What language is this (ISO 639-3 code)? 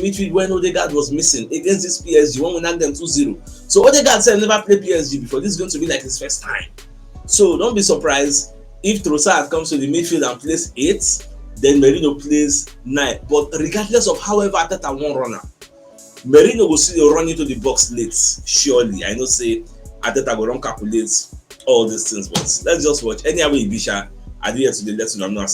pcm